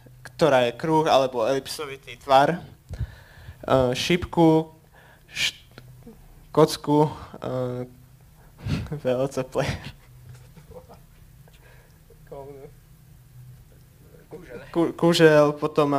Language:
Slovak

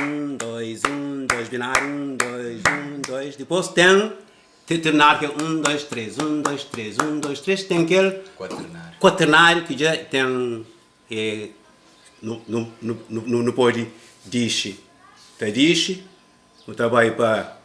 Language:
Kabuverdianu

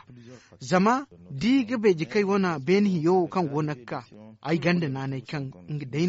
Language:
Zarma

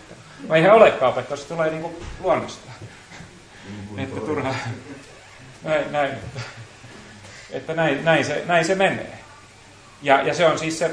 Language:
Finnish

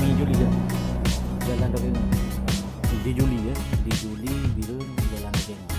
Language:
Achinese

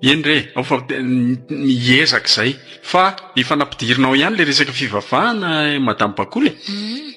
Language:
Malagasy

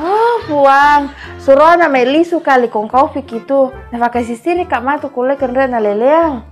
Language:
Buginese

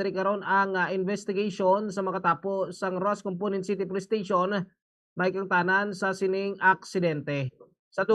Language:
Hiligaynon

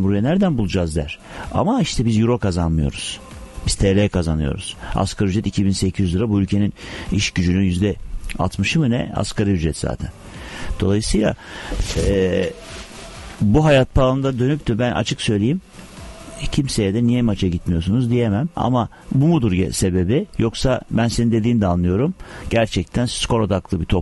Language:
Turkish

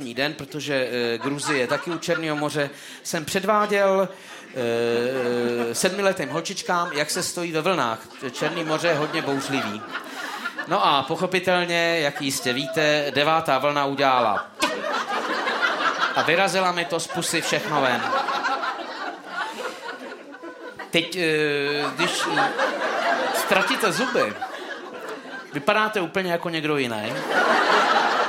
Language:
Czech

